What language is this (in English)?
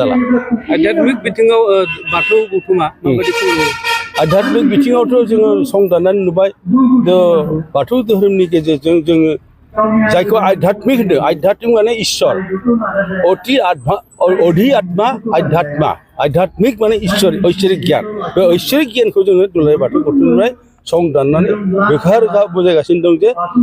Bodo